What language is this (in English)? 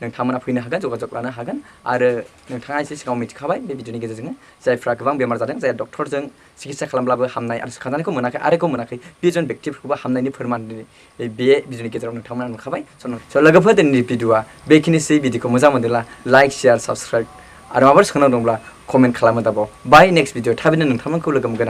Bodo